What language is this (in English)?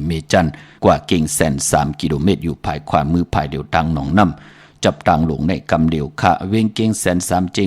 Shan